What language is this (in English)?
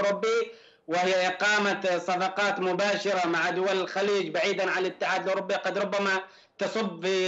Arabic